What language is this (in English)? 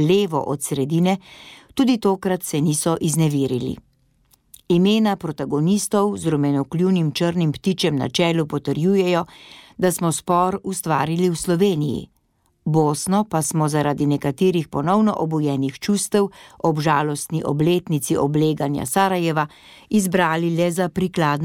Slovenian